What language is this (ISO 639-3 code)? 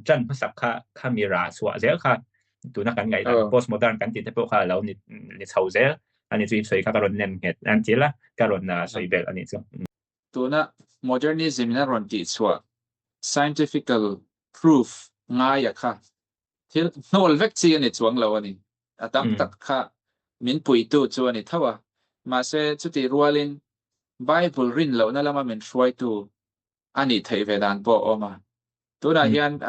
lus